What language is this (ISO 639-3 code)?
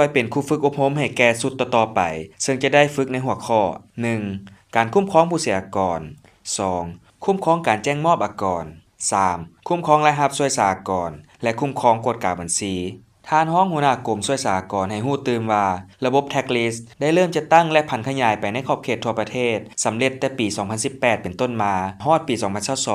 lao